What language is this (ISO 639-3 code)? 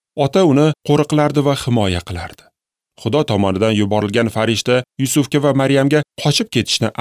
uzb